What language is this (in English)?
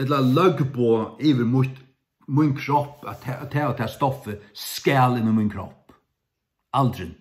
Faroese